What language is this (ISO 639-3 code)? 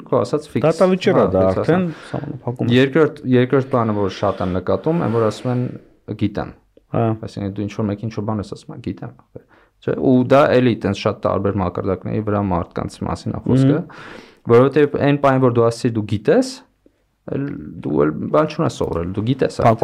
hye